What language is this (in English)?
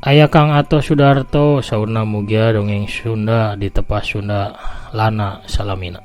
Sundanese